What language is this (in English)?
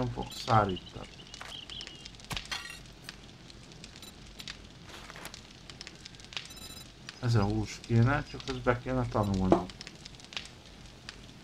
Hungarian